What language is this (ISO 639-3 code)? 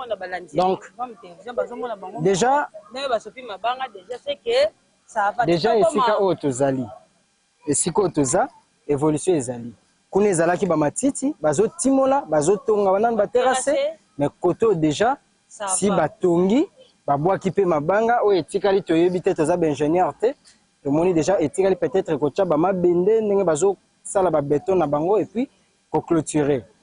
lin